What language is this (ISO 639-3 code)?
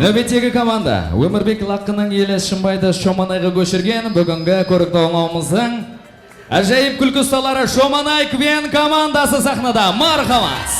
kaa